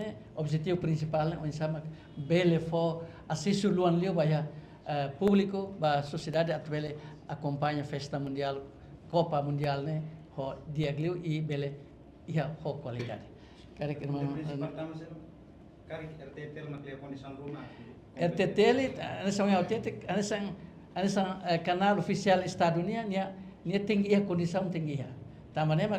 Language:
Tetum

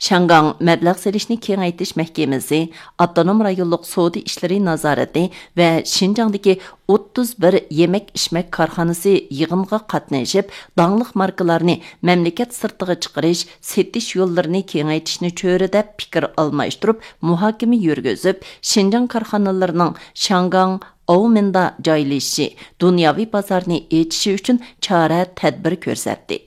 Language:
Uyghur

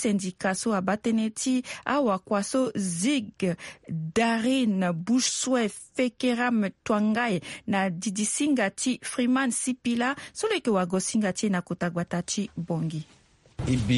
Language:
Sango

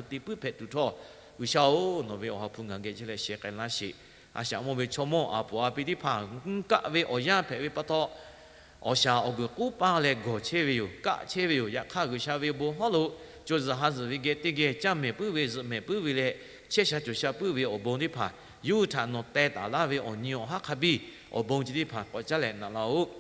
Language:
Lahu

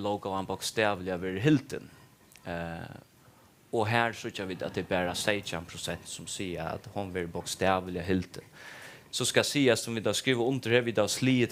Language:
Faroese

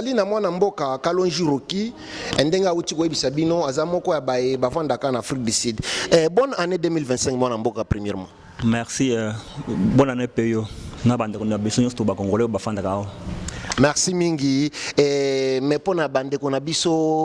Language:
Lingala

